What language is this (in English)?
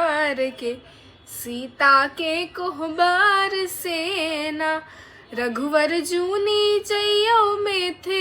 Maithili